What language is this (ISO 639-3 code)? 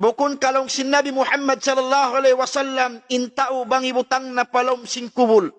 tsg